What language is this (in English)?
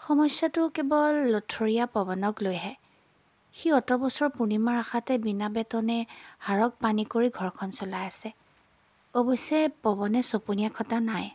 Assamese